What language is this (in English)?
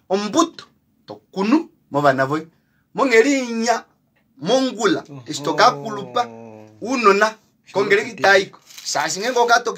Kuanyama